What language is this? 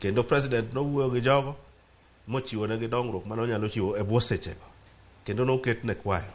Luo (Kenya and Tanzania)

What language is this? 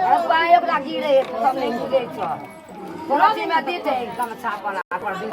Maithili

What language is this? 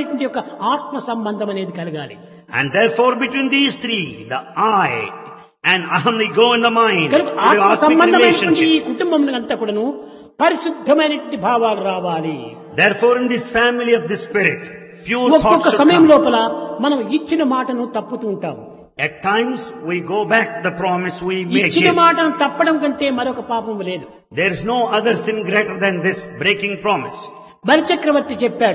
Telugu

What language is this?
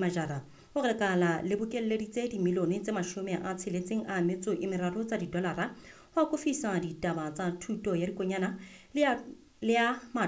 Southern Sotho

